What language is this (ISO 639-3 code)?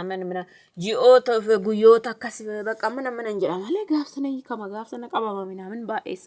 orm